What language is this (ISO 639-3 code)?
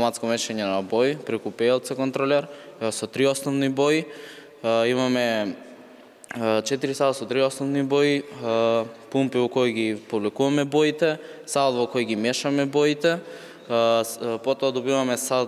mkd